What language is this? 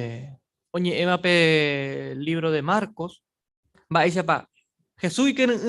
Guarani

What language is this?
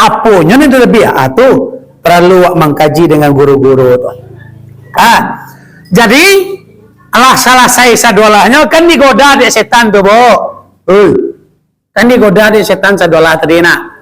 Minangkabau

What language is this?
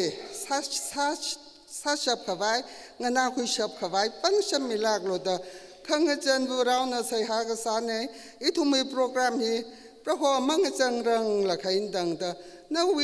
Tangkhul Naga (India)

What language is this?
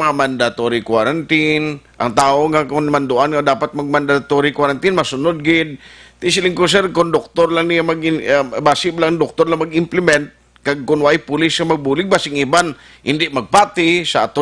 Hiligaynon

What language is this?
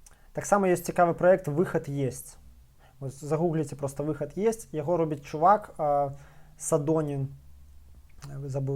Belarusian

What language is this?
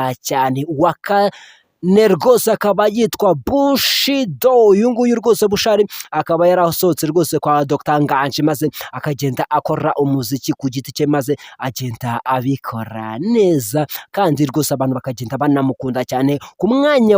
Kinyarwanda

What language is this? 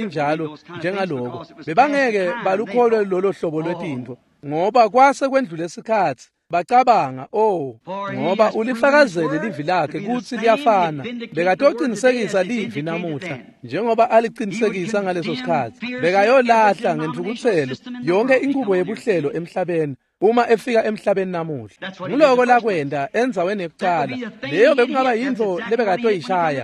Swati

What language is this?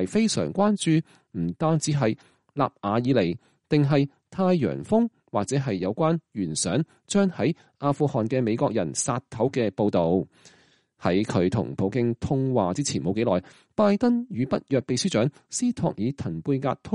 Cantonese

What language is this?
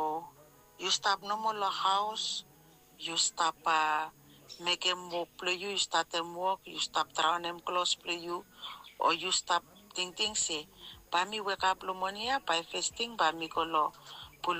Bislama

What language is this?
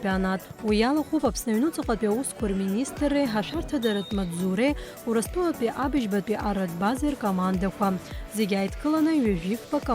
Abkhazian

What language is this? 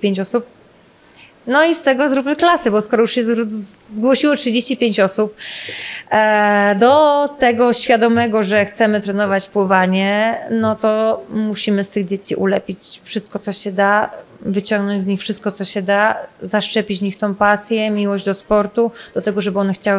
Polish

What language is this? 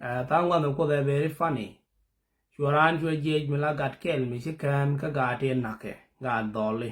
Nuer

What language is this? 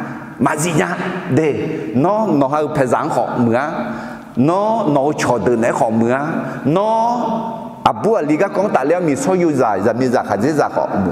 Akha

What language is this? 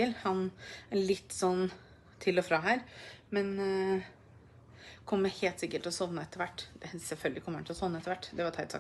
Norwegian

